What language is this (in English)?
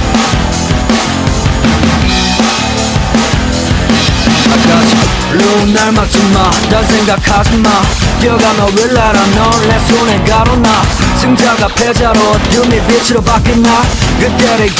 Korean